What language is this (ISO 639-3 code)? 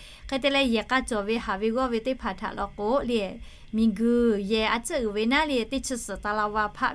lhu